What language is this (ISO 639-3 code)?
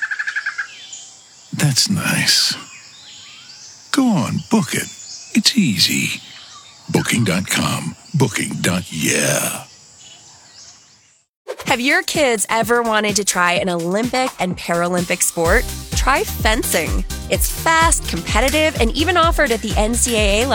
eng